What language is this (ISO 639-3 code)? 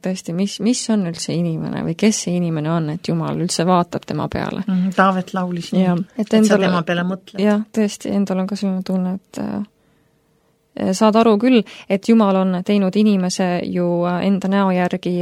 est